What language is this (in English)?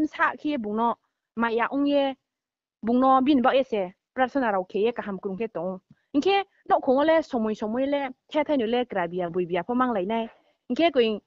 Riang (India)